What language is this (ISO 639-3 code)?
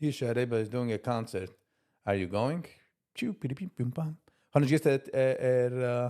yid